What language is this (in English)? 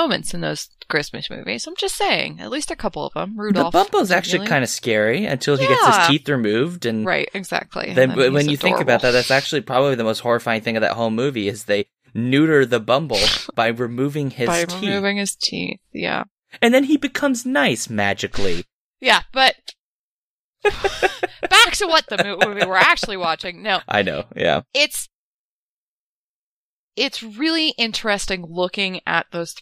English